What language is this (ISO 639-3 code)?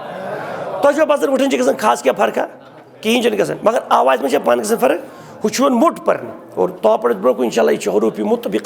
kas